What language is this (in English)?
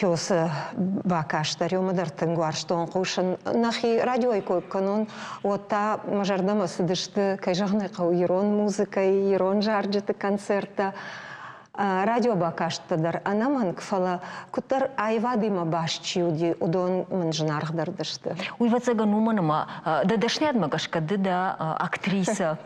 Ossetic